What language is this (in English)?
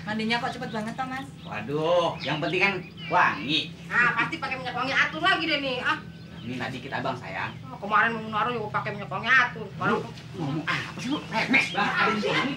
Betawi